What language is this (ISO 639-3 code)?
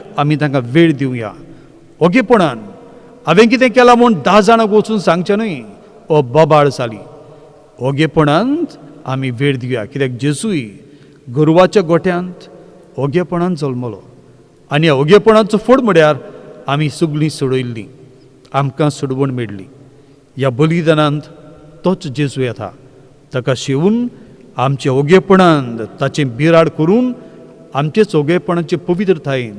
kok